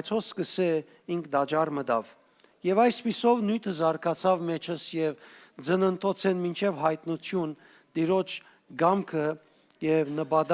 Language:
Western Armenian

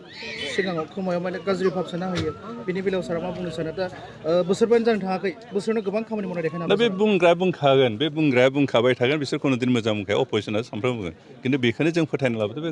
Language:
Bodo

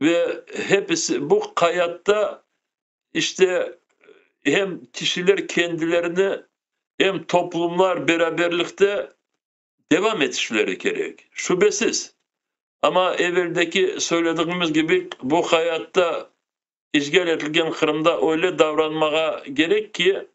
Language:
Crimean Tatar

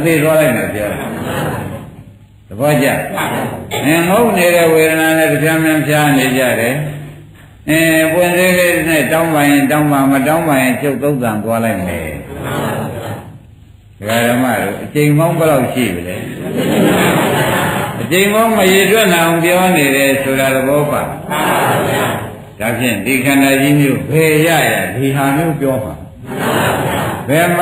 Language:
Burmese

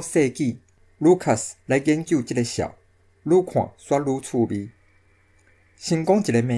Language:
Min Nan Chinese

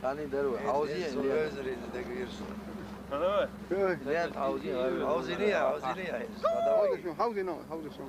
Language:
Chechen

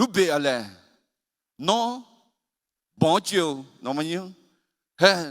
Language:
Akha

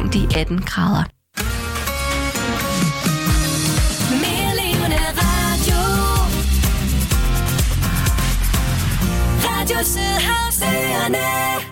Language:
Danish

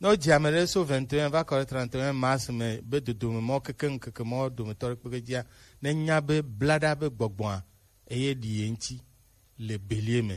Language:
Gen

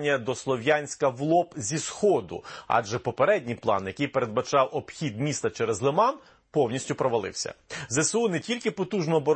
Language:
Ukrainian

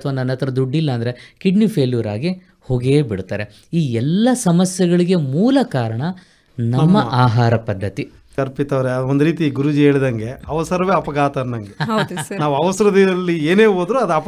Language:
Kannada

